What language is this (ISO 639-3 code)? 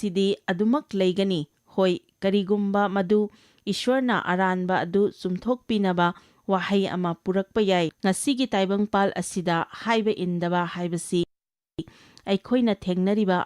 mni